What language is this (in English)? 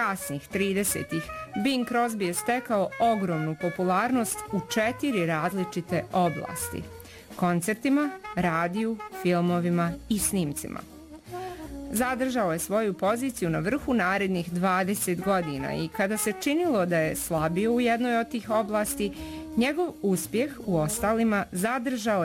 Bosnian